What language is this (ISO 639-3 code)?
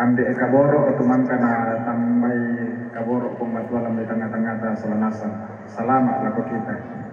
sda